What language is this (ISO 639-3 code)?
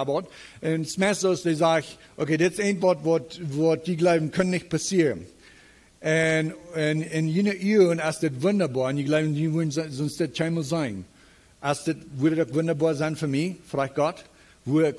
pdt